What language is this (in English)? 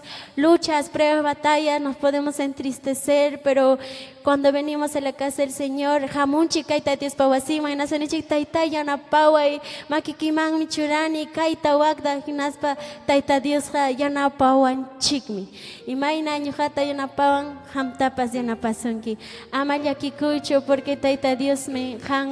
Ayacucho Quechua